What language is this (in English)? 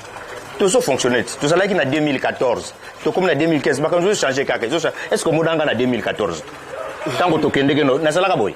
Lingala